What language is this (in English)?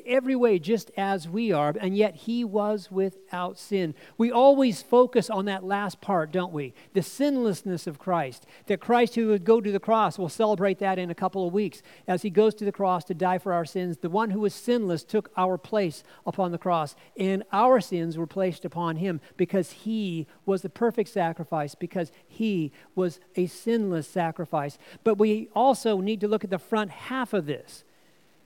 English